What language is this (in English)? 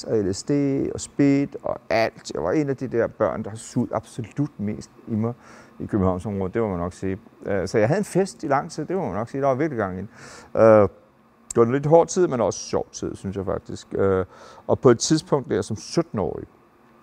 Danish